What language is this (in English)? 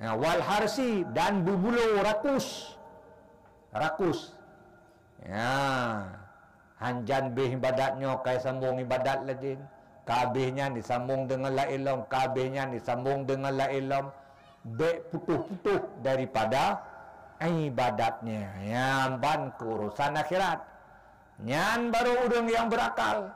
Achinese